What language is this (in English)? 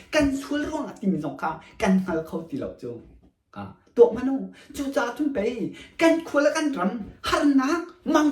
Hakha Chin